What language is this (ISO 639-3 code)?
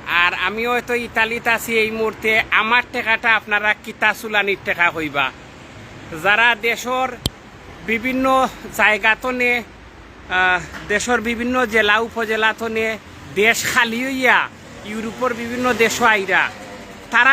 syl